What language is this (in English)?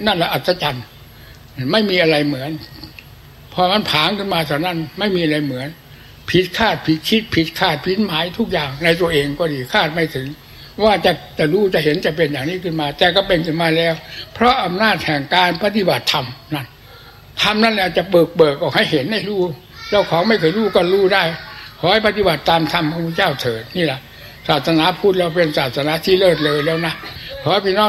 Thai